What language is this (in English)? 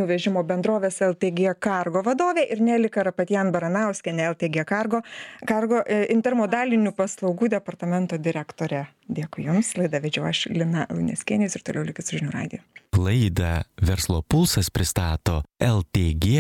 Lithuanian